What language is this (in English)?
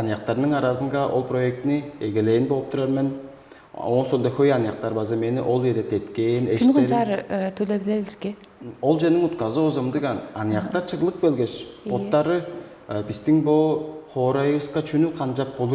Tuvinian